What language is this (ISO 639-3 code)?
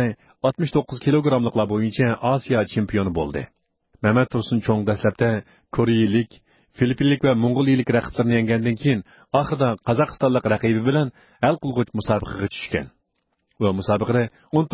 uig